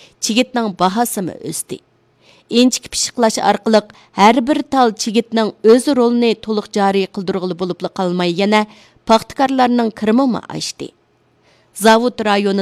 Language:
Uyghur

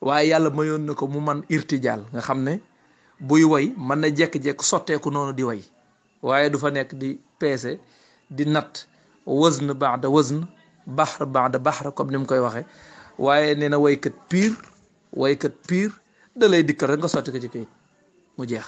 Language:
Wolof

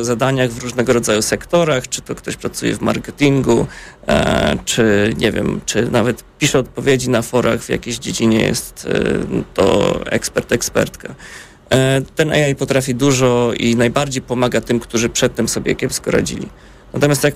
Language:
Polish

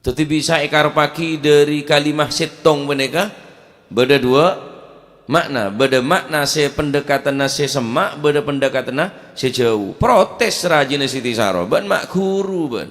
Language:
Madurese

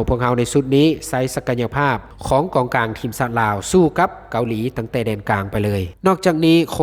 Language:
Lao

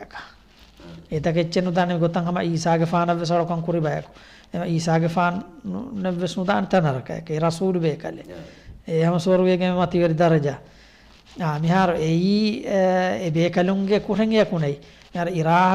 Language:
Divehi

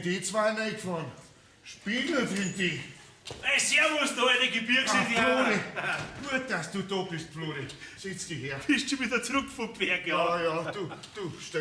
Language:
Bavarian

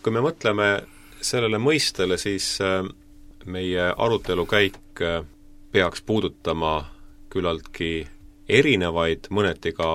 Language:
Estonian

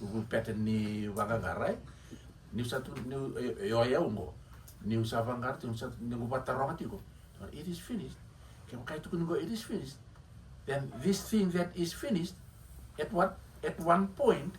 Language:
Fijian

